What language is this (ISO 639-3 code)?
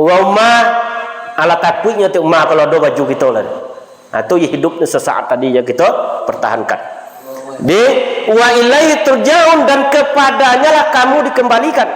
min